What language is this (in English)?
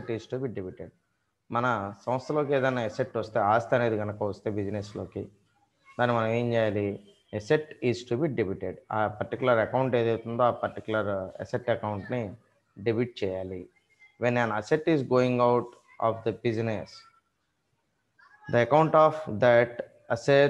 Telugu